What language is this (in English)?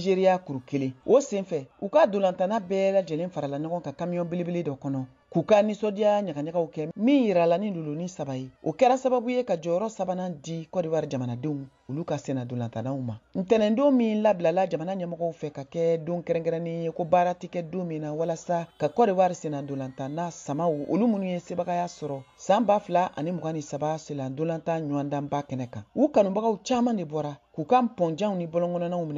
Bambara